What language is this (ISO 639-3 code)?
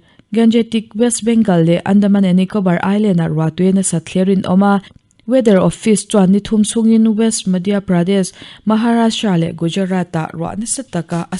lus